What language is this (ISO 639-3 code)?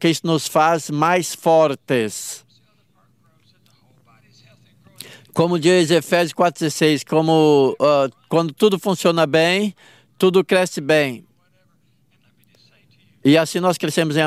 por